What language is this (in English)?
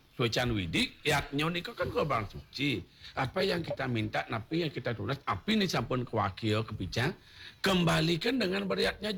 Balinese